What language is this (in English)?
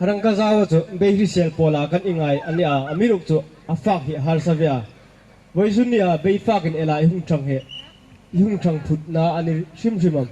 Hmar